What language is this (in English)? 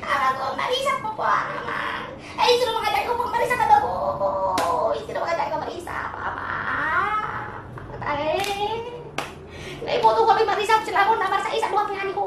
Batak Toba